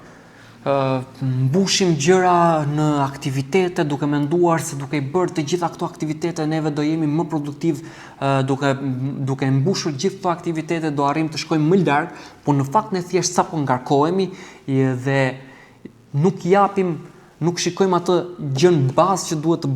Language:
Albanian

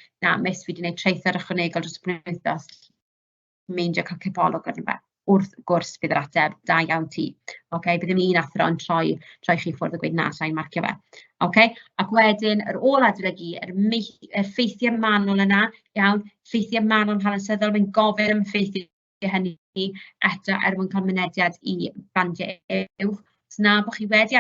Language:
Welsh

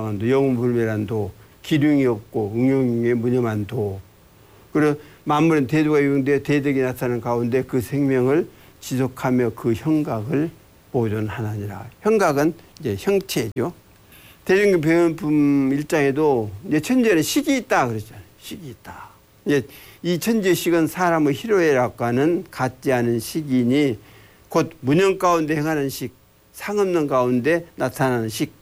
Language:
Korean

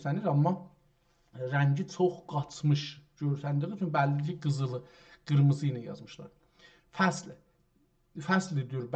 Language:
South Azerbaijani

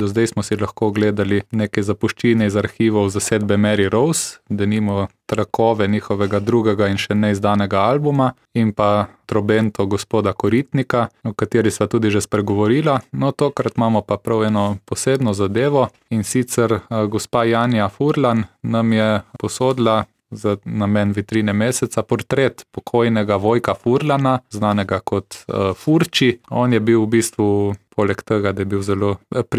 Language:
Slovenian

